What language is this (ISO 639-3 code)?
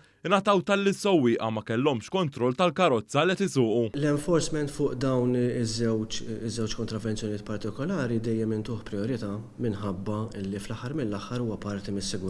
mlt